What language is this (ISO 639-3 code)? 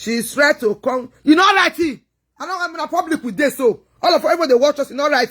pcm